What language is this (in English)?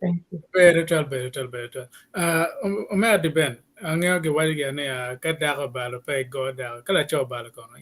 Acoli